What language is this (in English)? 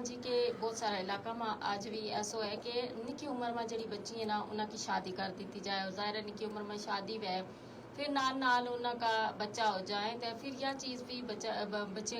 Gujari